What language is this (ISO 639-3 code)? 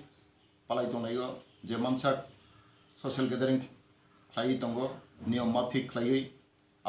trp